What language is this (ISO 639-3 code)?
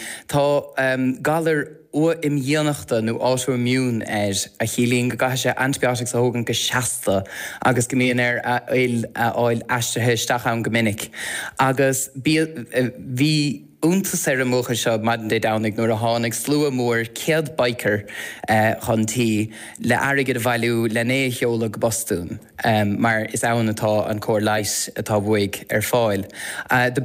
gle